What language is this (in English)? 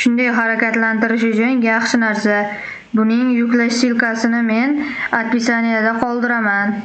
Uzbek